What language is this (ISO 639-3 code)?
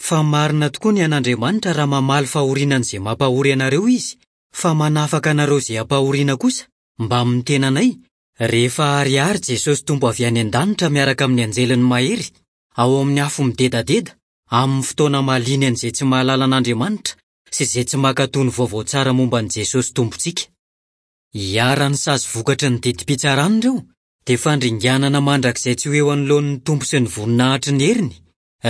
mlg